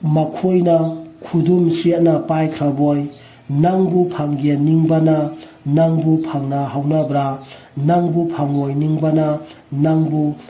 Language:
Manipuri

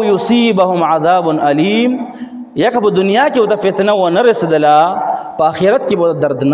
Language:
Pashto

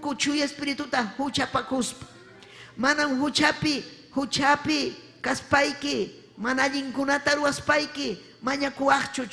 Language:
Ayacucho Quechua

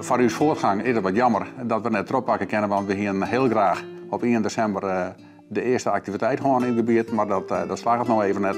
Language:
Western Frisian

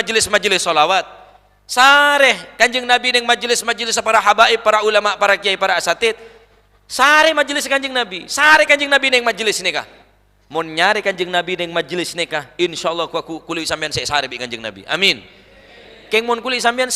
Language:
Madurese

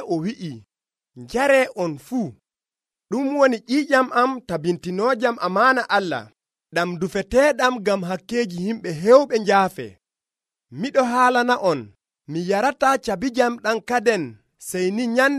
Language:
Nigerian Fulfulde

